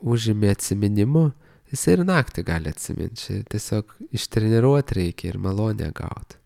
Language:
Lithuanian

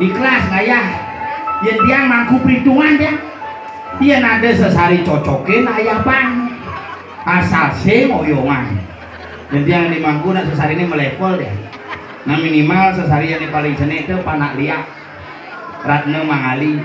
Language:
Balinese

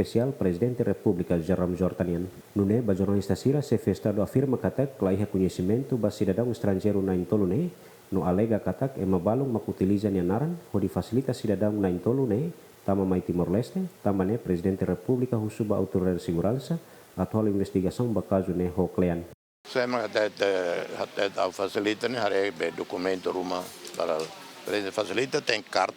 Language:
Tetum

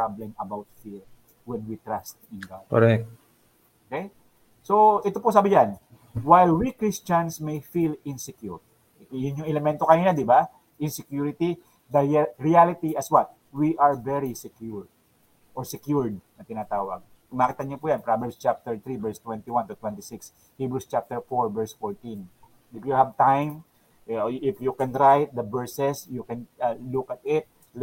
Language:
Filipino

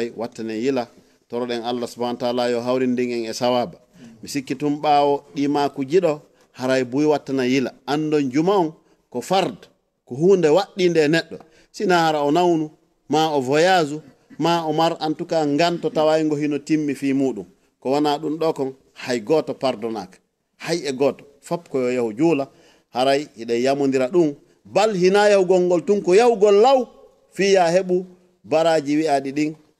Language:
Fula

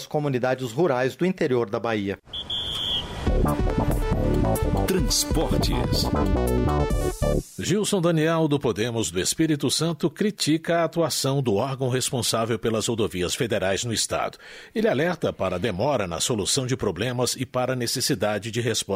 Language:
Portuguese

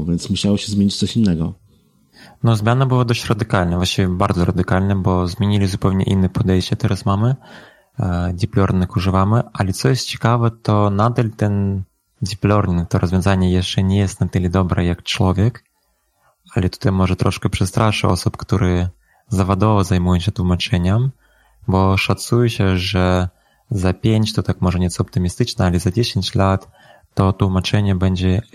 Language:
Polish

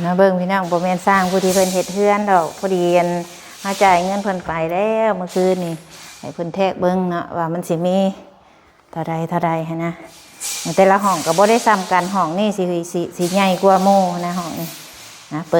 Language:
Lao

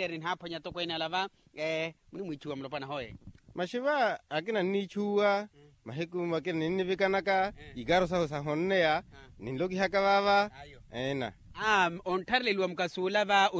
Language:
Makhuwa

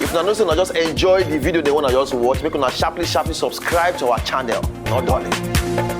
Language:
Nigerian Pidgin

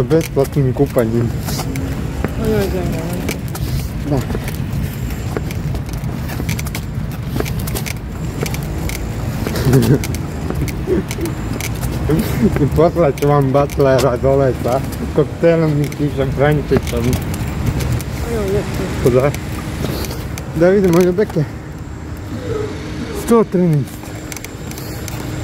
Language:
Croatian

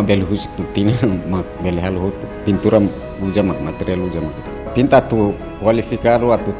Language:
Tetum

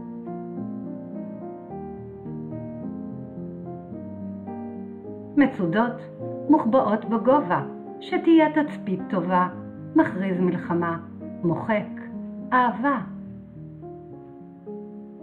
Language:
Hebrew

